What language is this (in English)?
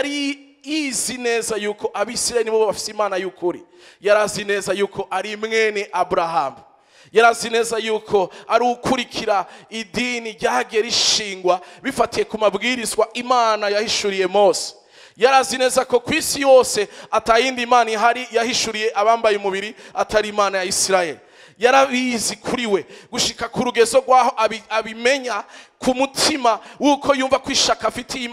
Rundi